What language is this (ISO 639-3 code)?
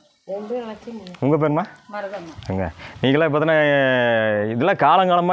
tam